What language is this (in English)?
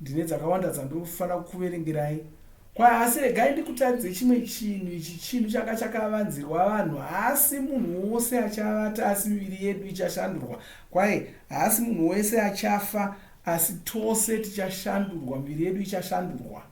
Shona